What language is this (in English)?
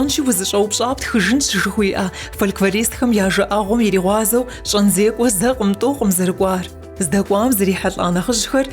Kabardian